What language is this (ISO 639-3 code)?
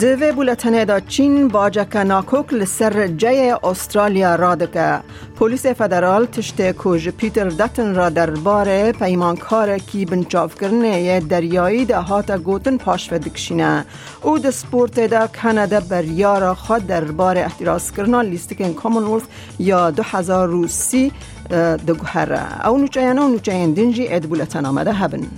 kur